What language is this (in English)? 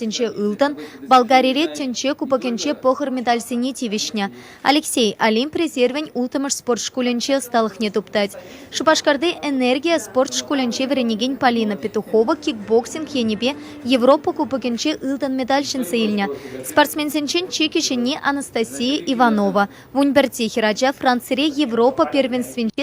Chuvash